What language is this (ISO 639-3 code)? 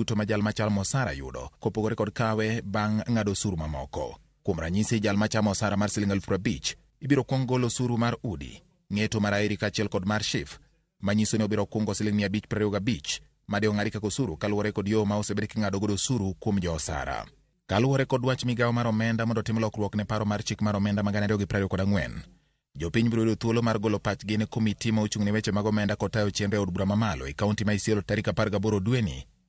luo